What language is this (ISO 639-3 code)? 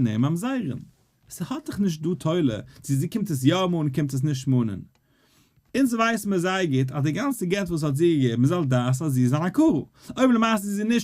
yid